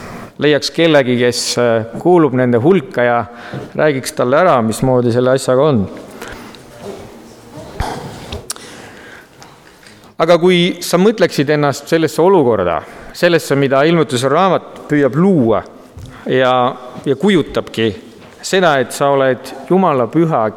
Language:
Estonian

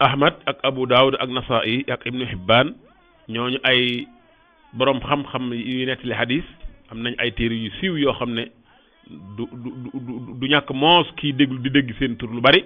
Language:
Wolof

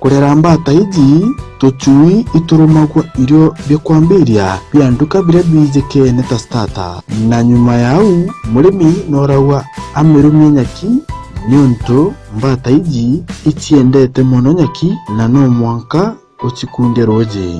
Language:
Meru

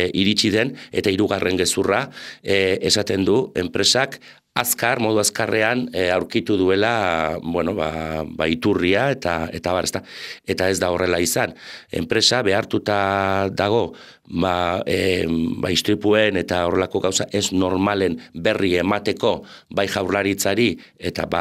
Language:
Basque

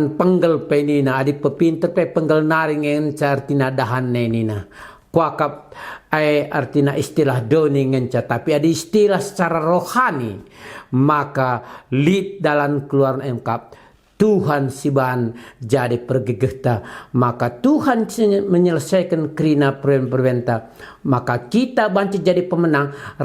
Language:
Batak Karo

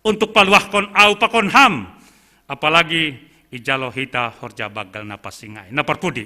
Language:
Batak Simalungun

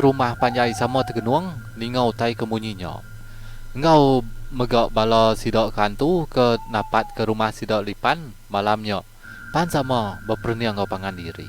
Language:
Iban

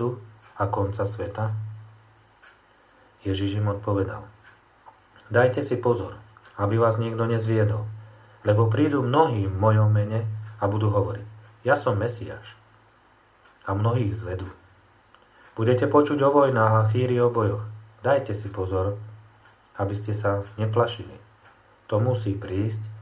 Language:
Slovak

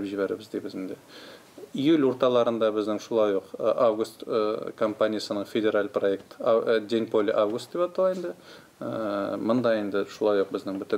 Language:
Tatar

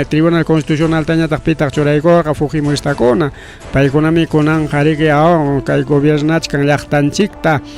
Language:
Ayacucho Quechua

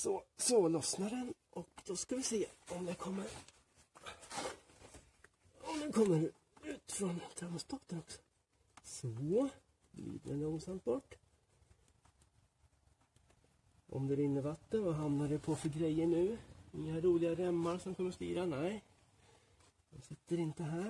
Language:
Swedish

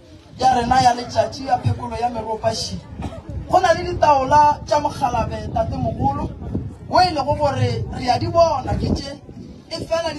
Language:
Northern Sotho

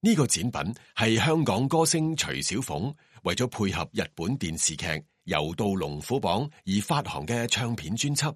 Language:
Cantonese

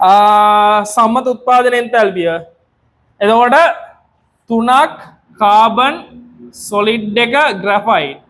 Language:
Sinhala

